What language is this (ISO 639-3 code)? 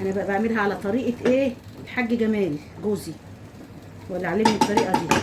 arz